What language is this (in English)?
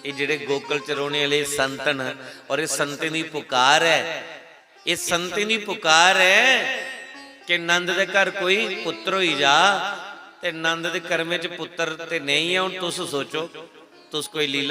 Dogri